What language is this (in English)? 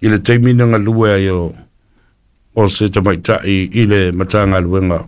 Samoan